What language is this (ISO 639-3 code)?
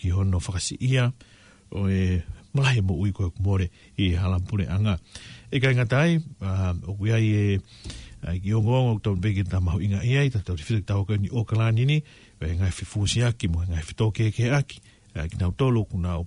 ton